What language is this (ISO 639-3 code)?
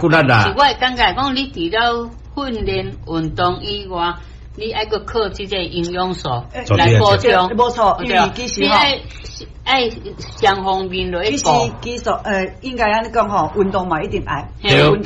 nan